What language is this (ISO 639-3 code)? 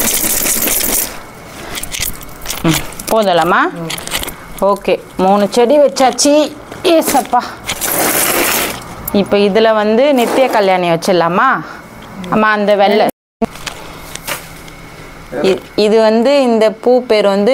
tam